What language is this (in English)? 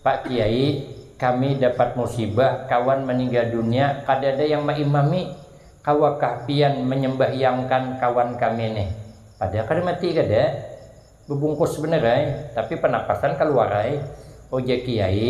Banjar